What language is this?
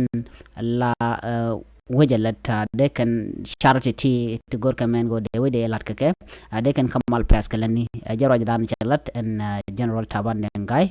Nuer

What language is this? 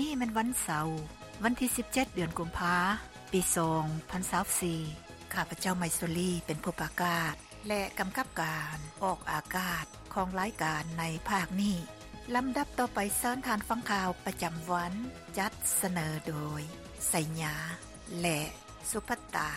Lao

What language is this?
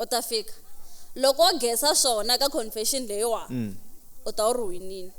Tsonga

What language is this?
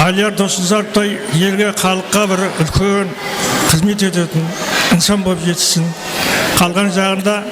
Kara-Kalpak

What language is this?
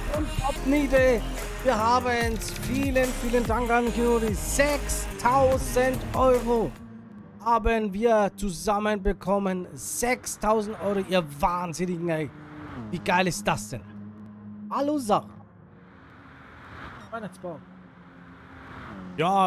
German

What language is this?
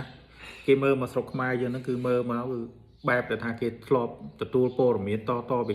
Khmer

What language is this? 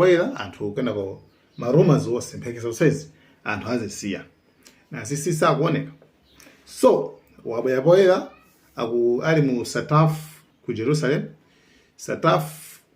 Nyanja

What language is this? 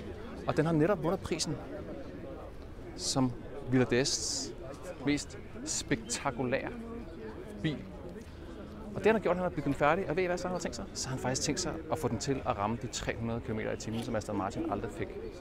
Danish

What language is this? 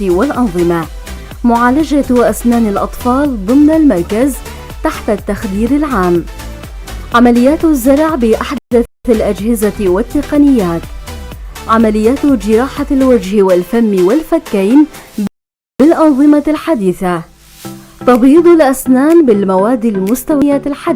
North Levantine Arabic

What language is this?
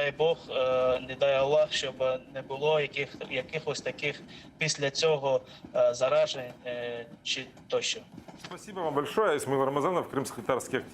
Crimean Tatar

